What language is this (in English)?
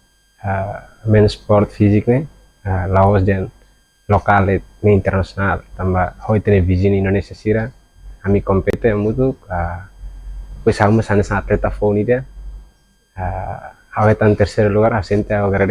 Tetum